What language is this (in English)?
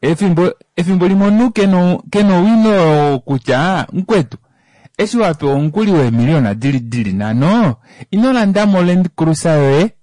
Kuanyama